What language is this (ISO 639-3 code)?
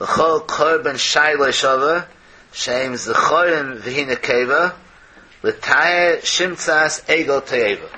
yid